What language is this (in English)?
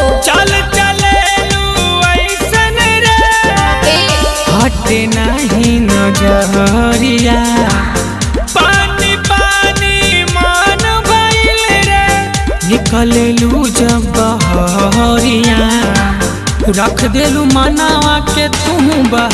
Bhojpuri